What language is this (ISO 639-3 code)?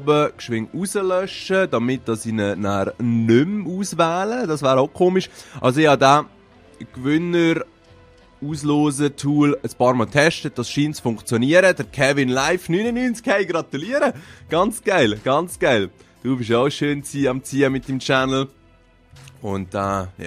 gsw